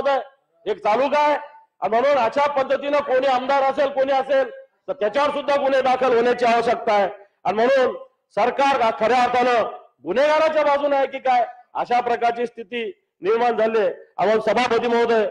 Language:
Marathi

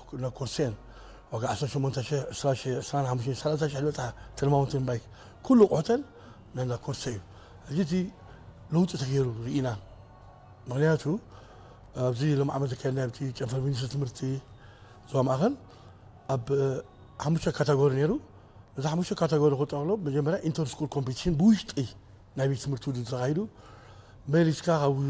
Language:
Tigrinya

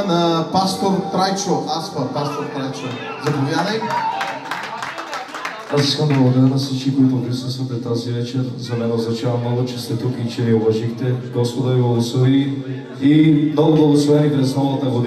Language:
Bulgarian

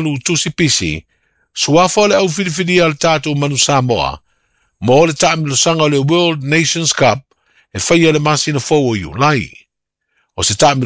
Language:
Samoan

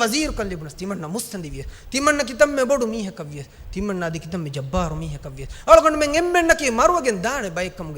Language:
Divehi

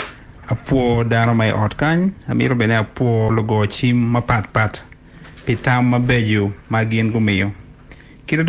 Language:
Acoli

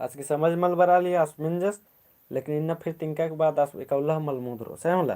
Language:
Kurukh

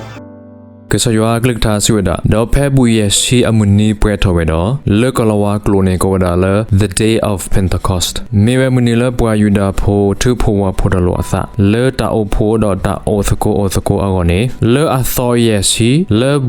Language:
S'gaw Karen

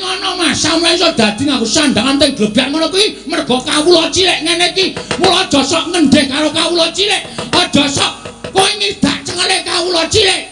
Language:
Javanese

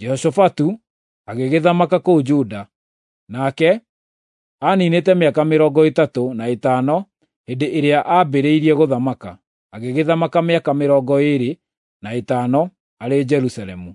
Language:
Kikuyu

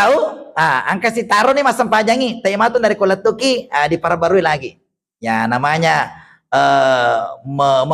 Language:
Buginese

